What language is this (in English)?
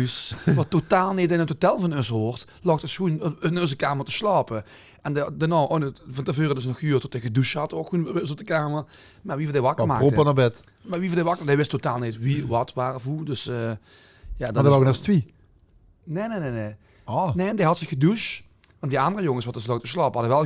Limburgish